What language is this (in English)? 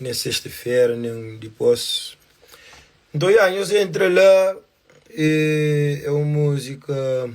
Kabuverdianu